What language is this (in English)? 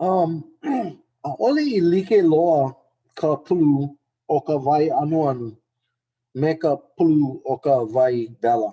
Hawaiian